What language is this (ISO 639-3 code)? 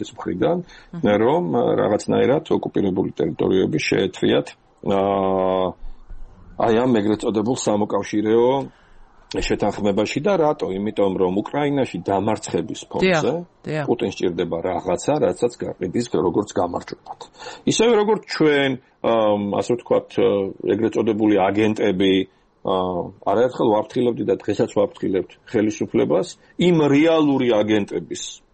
kat